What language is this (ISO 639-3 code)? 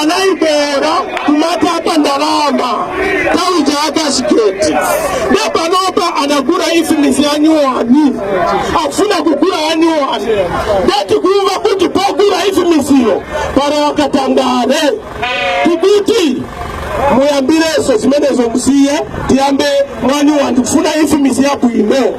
nya